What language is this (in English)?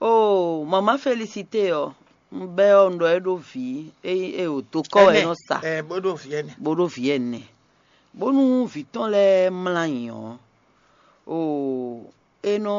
Fon